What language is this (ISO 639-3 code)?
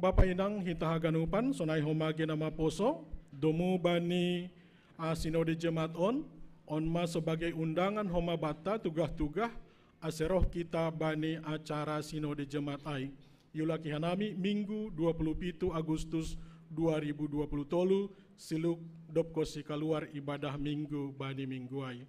bts